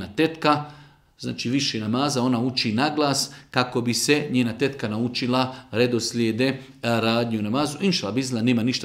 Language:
Bosnian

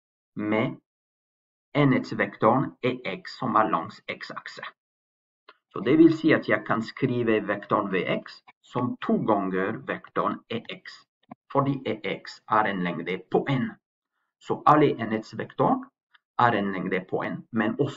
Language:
Norwegian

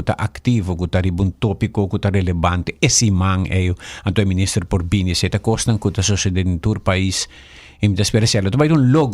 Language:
Papiamento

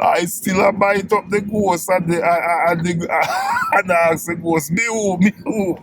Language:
Jamaican Creole English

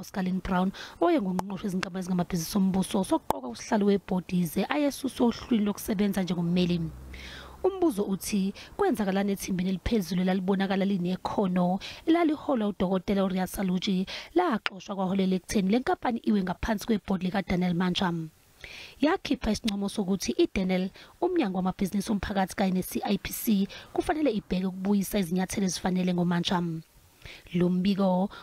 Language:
Zulu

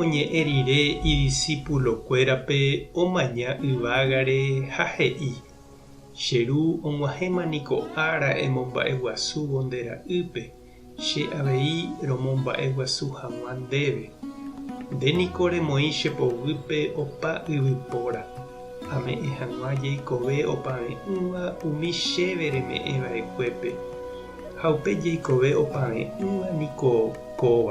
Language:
Guarani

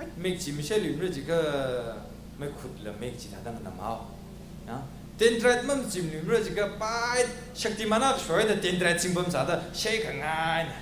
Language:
Tangkhul Naga (India)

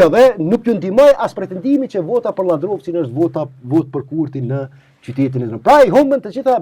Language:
Albanian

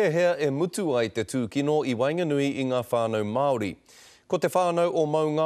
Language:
Māori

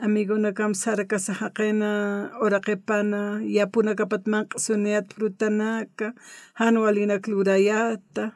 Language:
Aymara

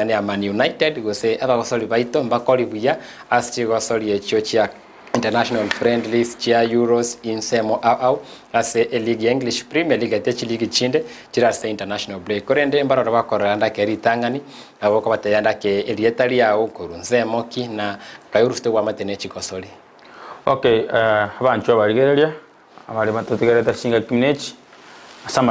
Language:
Gusii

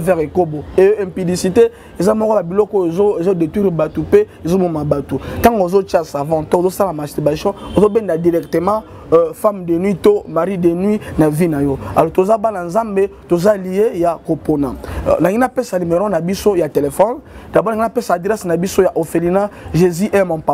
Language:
Lingala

